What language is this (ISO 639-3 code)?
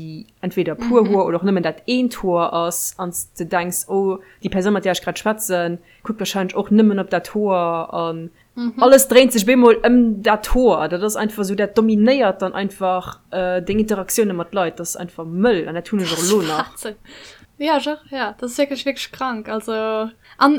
ltz